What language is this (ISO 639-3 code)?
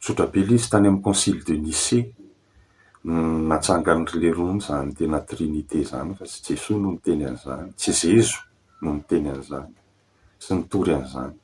mlg